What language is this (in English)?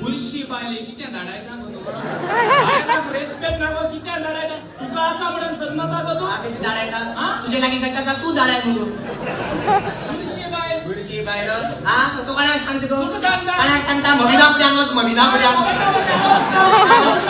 Konkani